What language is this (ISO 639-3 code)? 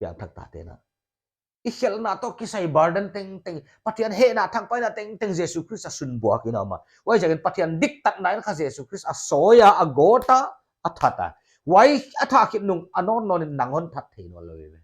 pck